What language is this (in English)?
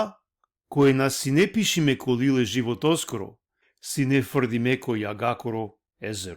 Balkan Romani